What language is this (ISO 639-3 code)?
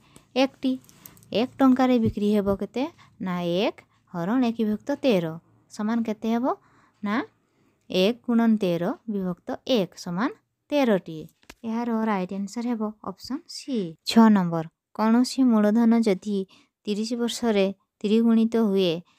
ori